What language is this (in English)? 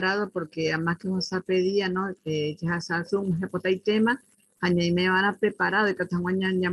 Guarani